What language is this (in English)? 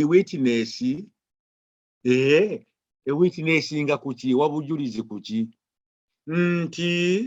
Ganda